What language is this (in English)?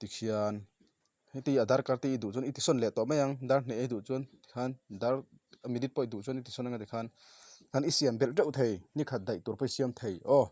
Mizo